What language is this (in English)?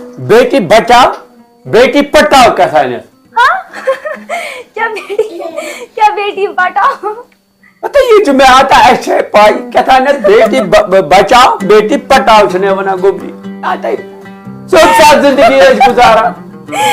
Kashmiri